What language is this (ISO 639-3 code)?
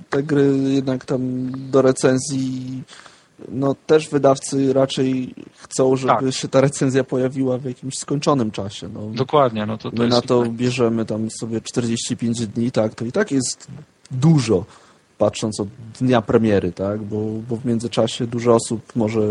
pol